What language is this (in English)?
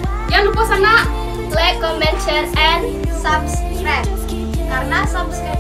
Minangkabau